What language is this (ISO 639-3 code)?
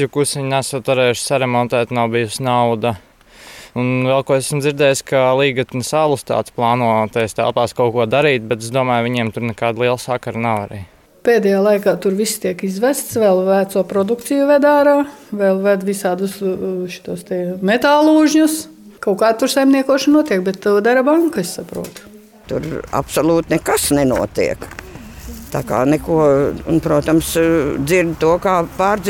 lav